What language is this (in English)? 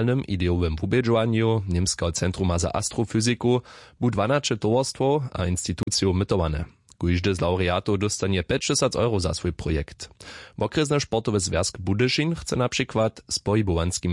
Upper Sorbian